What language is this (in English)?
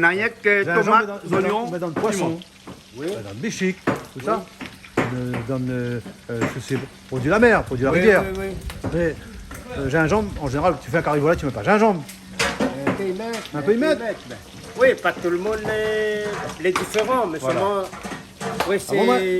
Réunion Creole French